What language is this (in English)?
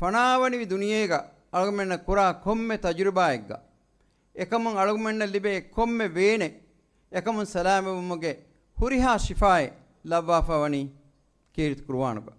Divehi